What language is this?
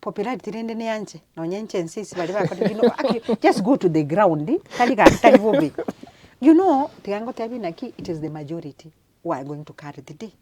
Gusii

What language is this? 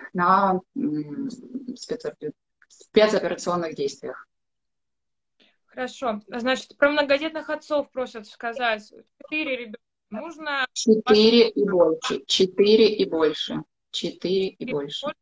Russian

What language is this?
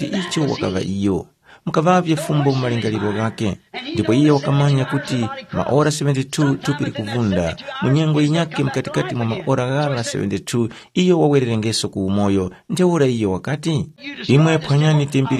Tumbuka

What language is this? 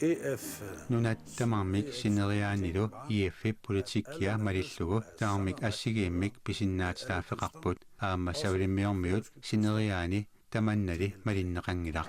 Kalaallisut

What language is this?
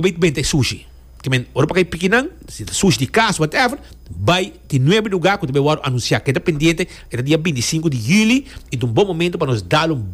Papiamento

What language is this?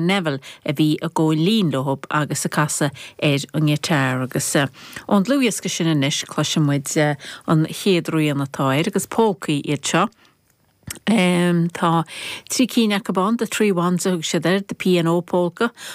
Irish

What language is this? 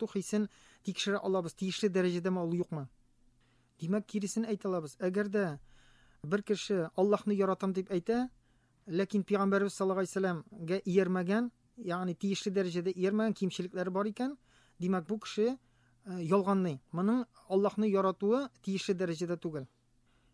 Tatar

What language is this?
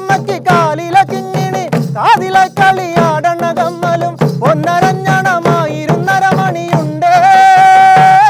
Malayalam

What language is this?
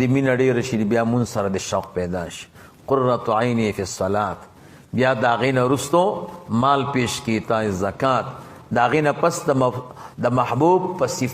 Pashto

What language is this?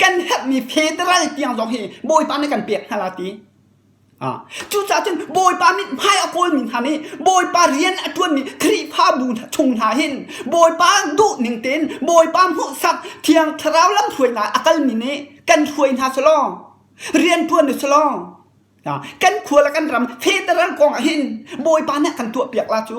Hakha Chin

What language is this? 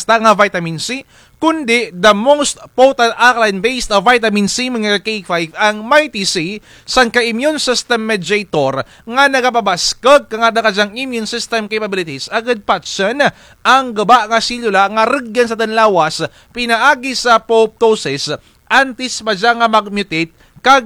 Kinaray-a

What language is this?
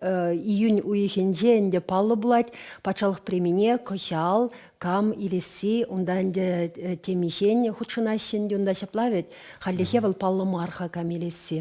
Chuvash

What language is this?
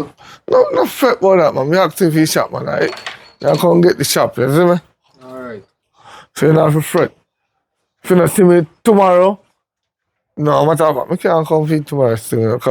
Jamaican Creole English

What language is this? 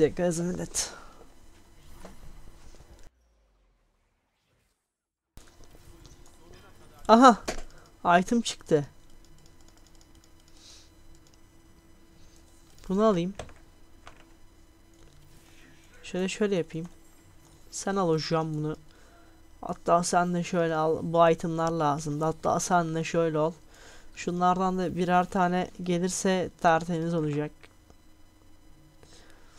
Turkish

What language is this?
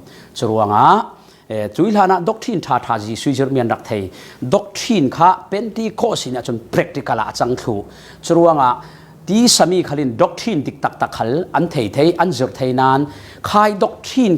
Falam Chin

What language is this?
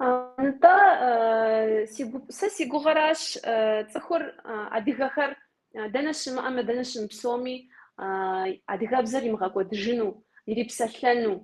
Kabardian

